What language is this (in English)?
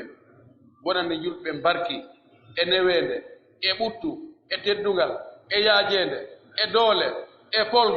Pular